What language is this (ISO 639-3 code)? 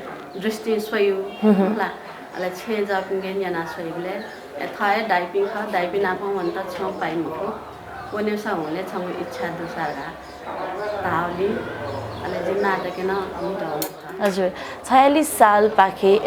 new